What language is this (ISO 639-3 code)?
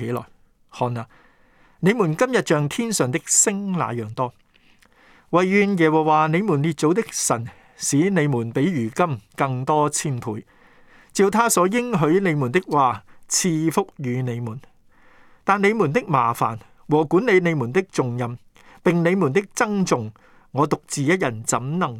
yue